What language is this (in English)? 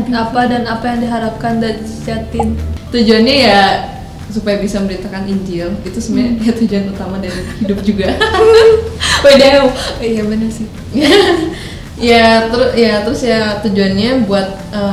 Indonesian